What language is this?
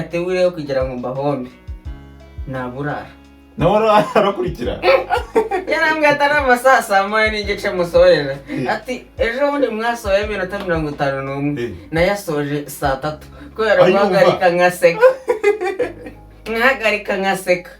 Kinyarwanda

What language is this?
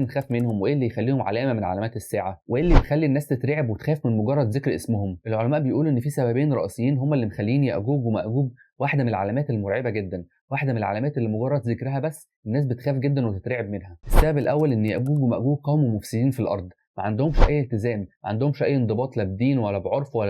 Egyptian Arabic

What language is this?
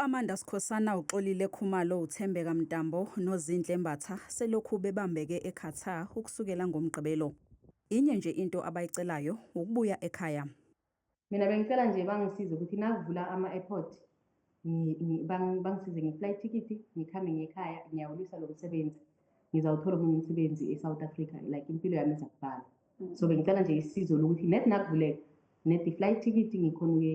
Zulu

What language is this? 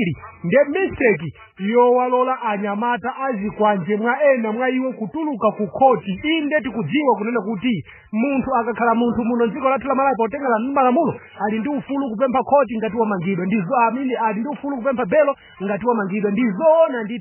Nyanja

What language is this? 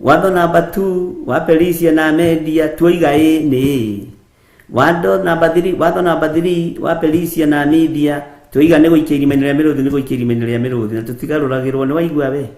Kikuyu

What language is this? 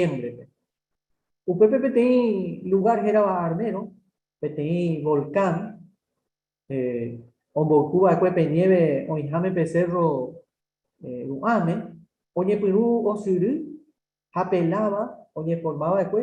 Guarani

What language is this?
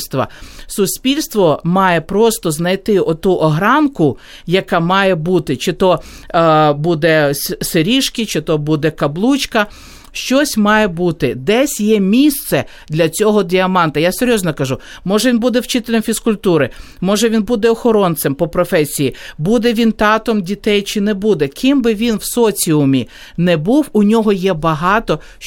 Ukrainian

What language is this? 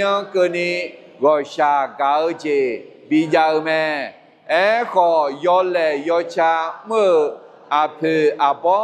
Akha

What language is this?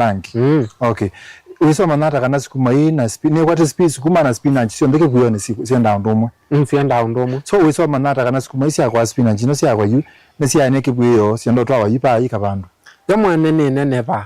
Kamba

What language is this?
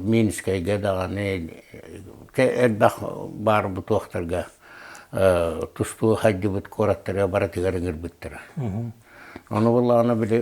Yakut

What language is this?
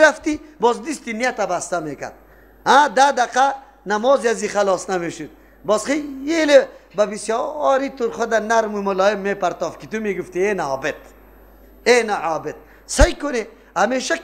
Persian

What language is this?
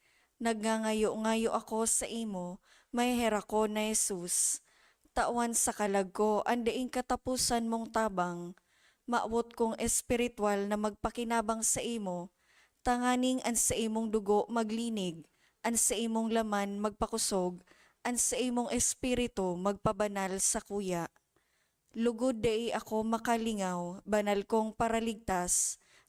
Bikol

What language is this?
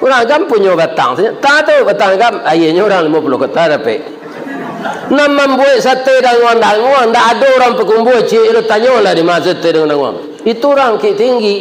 Minangkabau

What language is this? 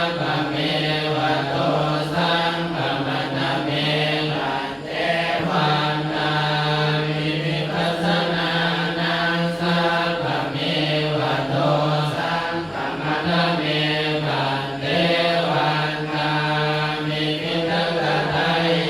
Pali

